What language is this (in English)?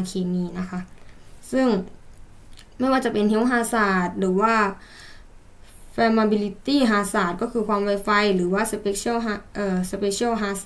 Thai